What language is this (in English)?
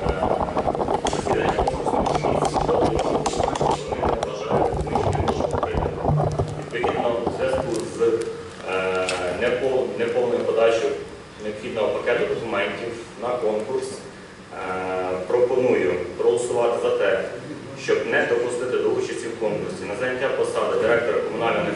Ukrainian